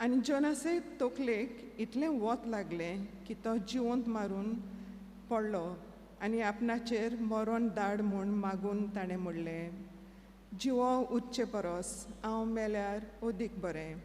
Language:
Konkani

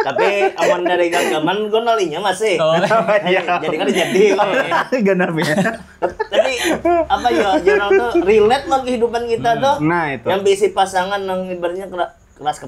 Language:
Banjar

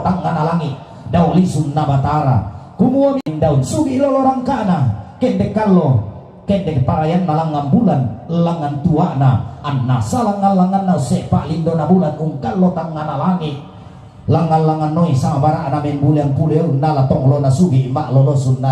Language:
Toraja-Sa'dan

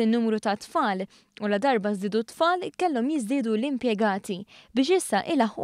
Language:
Maltese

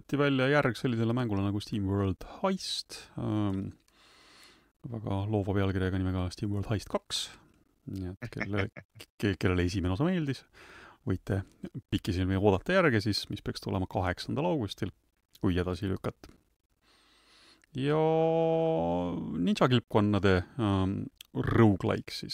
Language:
Estonian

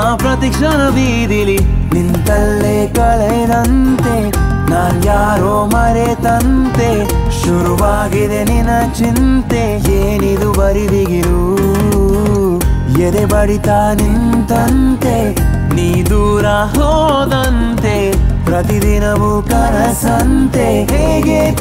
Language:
Kannada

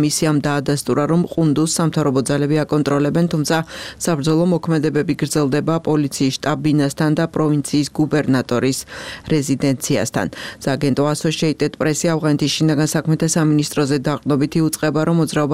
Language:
Georgian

